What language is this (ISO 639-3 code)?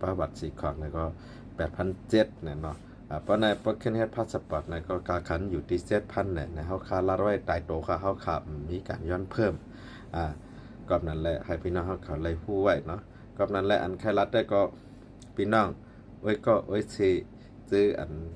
shn